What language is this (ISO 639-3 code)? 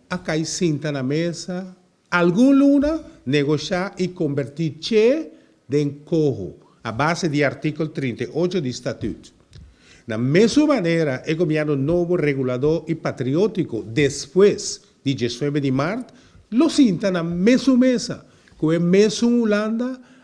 pap